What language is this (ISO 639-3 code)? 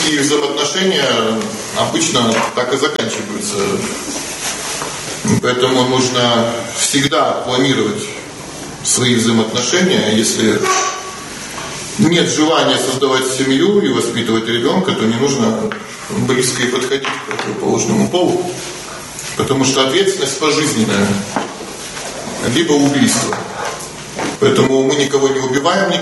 rus